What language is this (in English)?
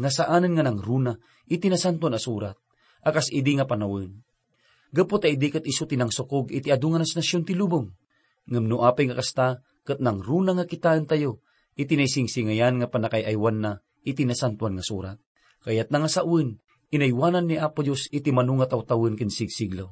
Iloko